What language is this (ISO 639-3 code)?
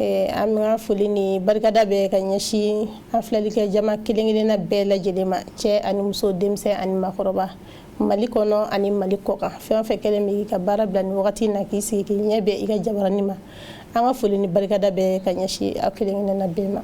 bam